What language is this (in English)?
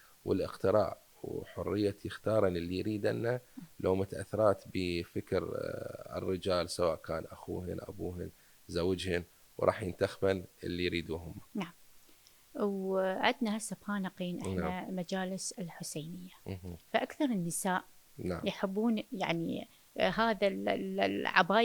Mesopotamian Arabic